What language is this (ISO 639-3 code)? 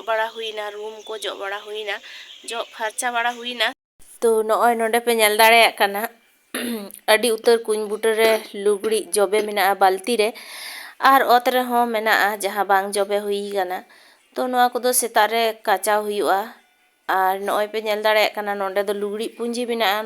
sat